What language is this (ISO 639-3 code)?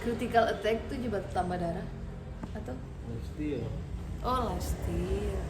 xmm